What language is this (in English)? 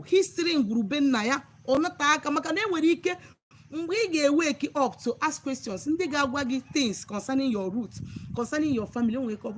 Igbo